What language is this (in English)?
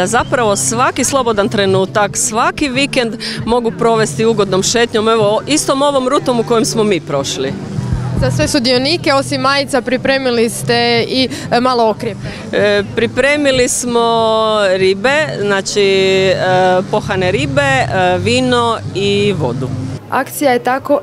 Croatian